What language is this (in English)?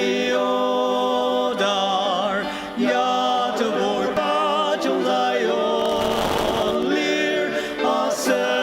Ao Naga